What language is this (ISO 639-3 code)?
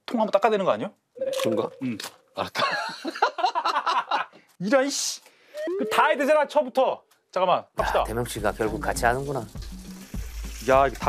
kor